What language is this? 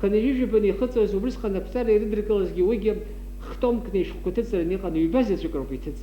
Abkhazian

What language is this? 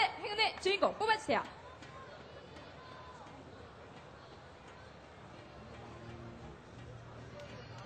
Korean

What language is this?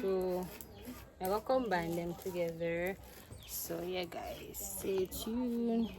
Jamaican Creole English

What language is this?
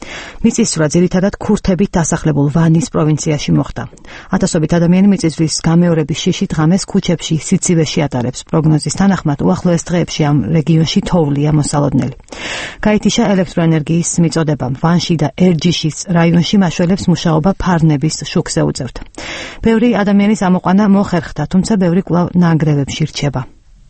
Georgian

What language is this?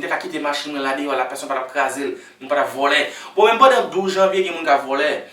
Haitian Creole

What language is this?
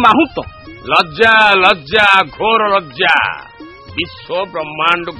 Odia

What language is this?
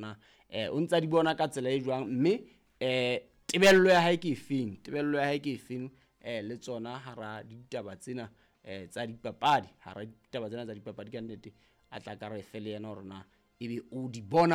Southern Sotho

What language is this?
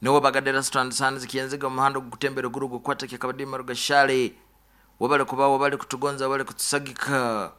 Nyoro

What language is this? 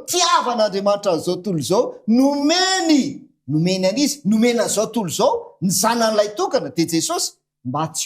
Malagasy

